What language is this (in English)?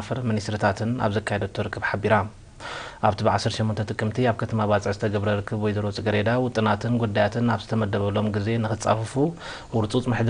Tigrinya